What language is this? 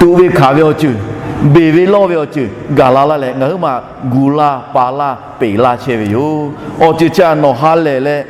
Lahu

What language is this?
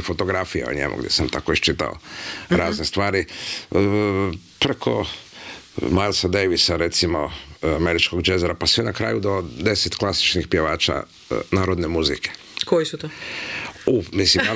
Croatian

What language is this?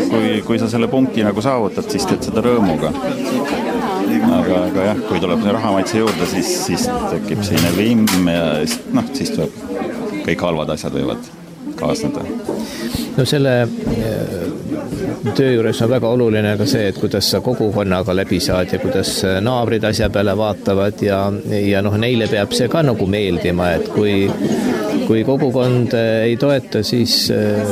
Estonian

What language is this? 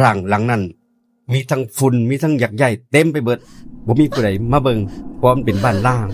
Northeastern Thai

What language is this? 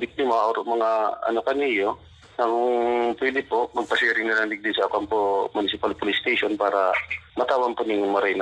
Bikol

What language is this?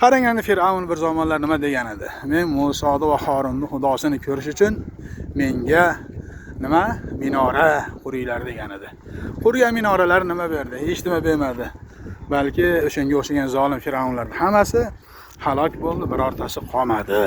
Uzbek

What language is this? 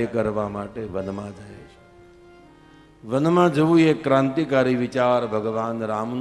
Gujarati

